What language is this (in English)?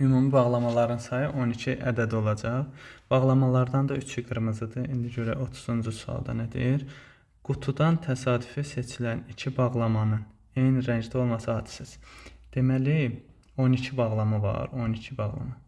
Azerbaijani